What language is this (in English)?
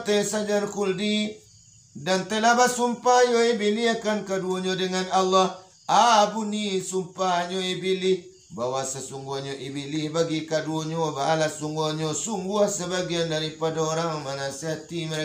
Minangkabau